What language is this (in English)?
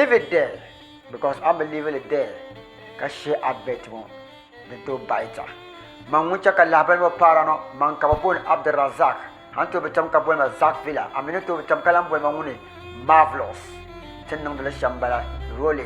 Dagbani